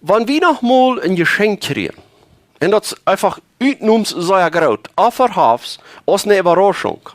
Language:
Plautdietsch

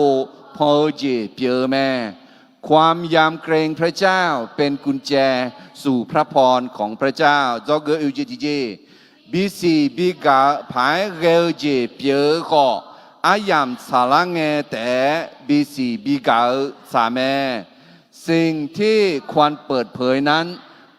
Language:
Akha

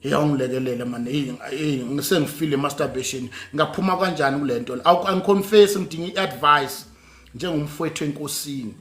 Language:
Zulu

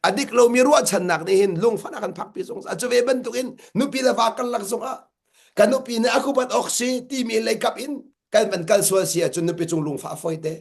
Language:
Hakha Chin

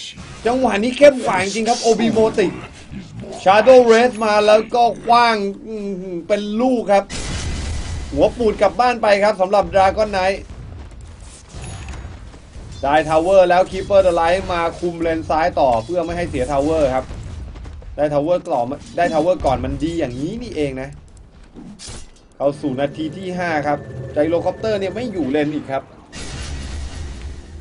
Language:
Thai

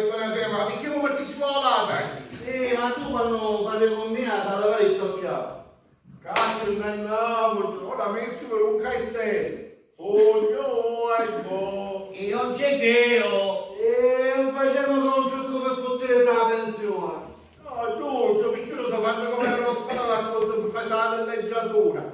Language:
Sicilian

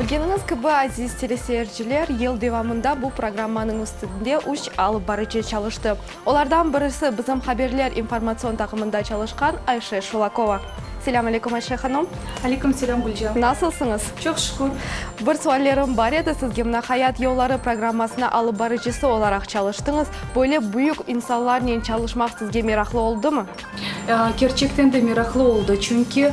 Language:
Crimean Tatar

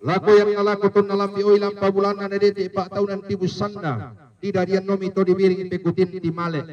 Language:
Toraja-Sa'dan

